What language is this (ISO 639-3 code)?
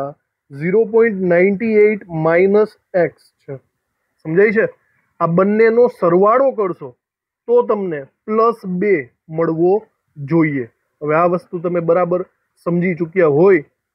guj